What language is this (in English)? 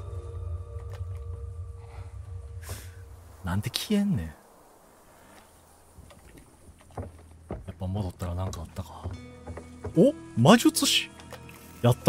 Japanese